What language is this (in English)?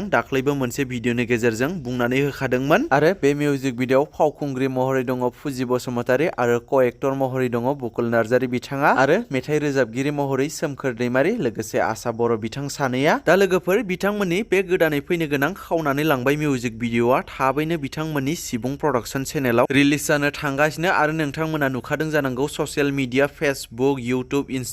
Bodo